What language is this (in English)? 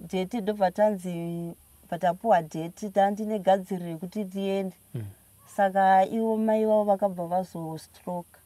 Shona